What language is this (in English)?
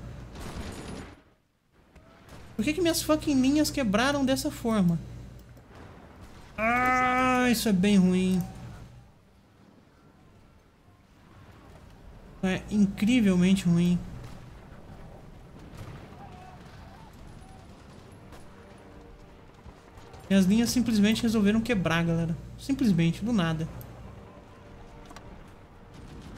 Portuguese